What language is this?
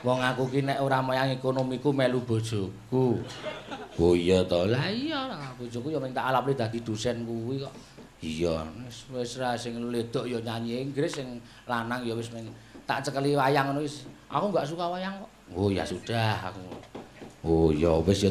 Javanese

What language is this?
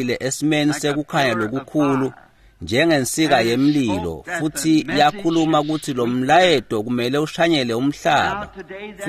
Swati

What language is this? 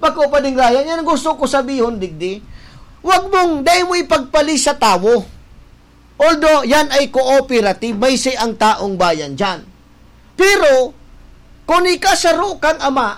Bikol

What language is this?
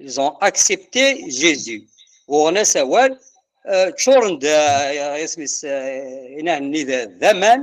Kabyle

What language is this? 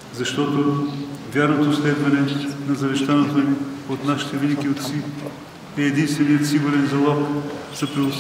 Bulgarian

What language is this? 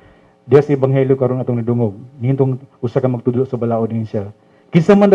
Cebuano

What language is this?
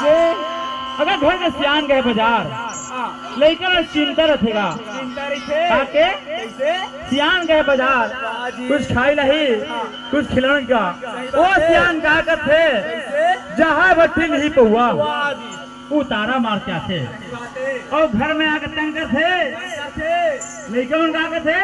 Chhattisgarhi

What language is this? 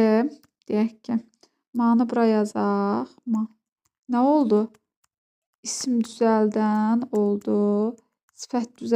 Azerbaijani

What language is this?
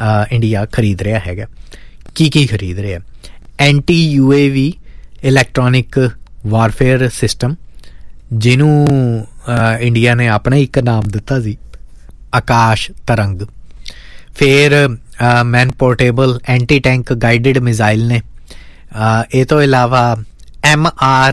Punjabi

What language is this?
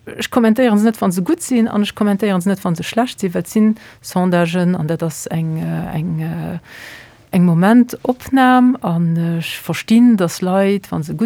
Luxembourgish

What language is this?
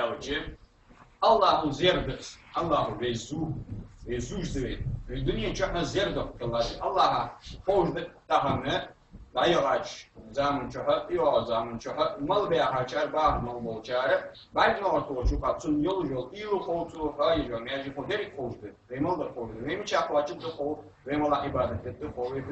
Ingush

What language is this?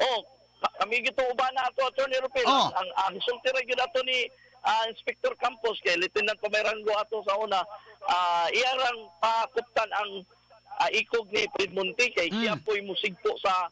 Cebuano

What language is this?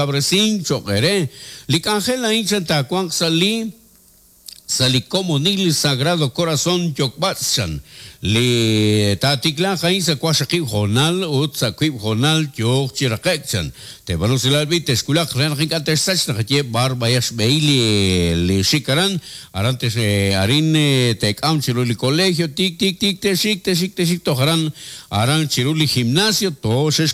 Kekchí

